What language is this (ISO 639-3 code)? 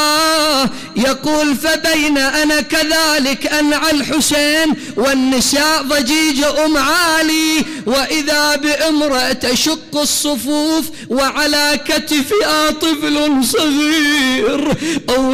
acm